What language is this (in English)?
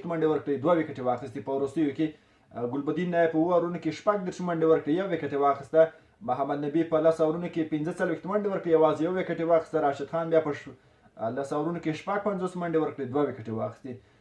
Pashto